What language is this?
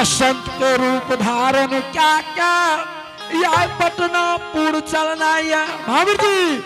Angika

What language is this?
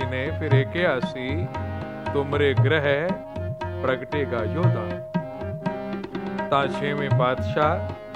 Punjabi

